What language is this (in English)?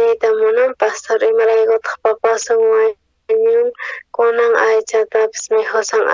South Bolivian Quechua